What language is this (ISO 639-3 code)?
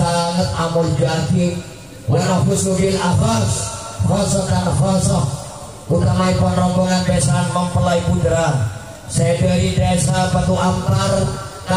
mad